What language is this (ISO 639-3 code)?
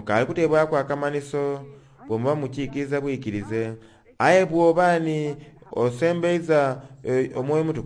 xog